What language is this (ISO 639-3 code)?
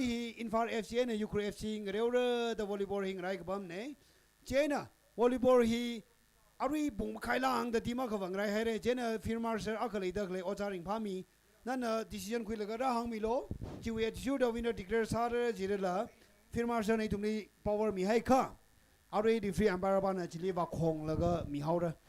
nmf